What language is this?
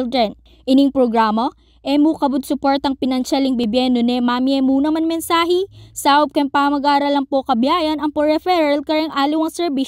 Pampanga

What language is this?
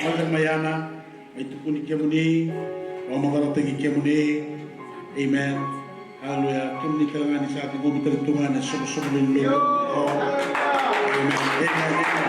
Fijian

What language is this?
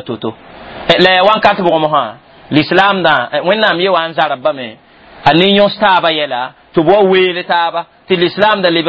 Mossi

